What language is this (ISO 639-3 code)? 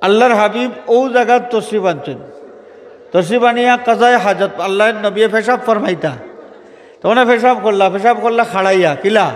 syl